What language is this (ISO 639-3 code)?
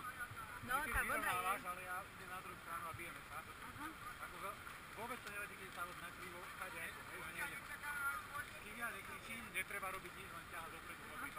slk